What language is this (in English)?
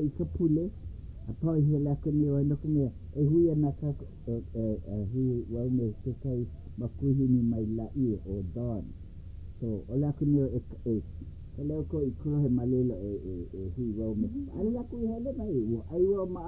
Hawaiian